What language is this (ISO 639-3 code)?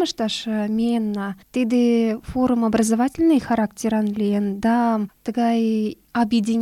chm